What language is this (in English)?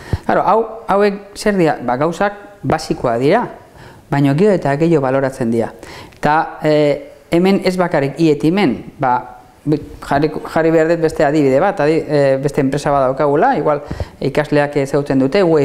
Basque